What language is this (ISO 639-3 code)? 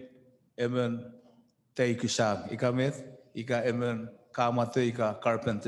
chk